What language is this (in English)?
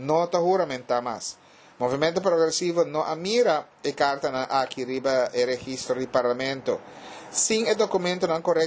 Papiamento